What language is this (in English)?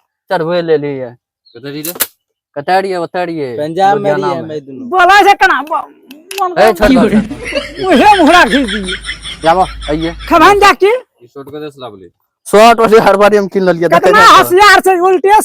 Maithili